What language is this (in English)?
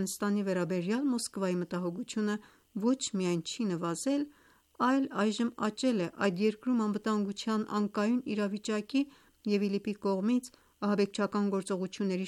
Armenian